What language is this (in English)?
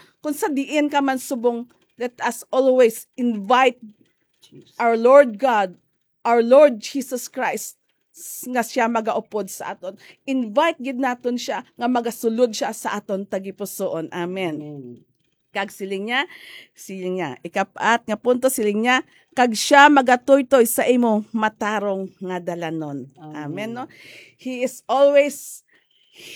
Hiligaynon